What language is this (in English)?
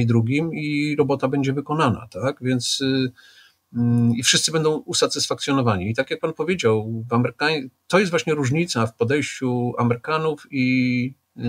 Polish